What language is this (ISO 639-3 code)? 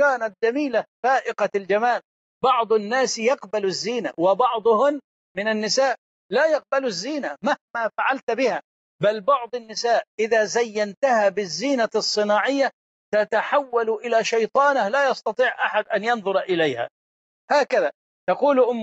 ara